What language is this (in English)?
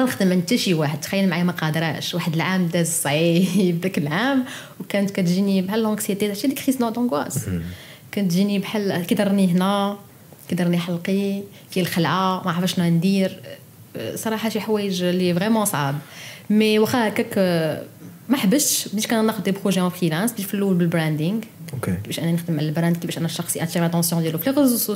Moroccan Arabic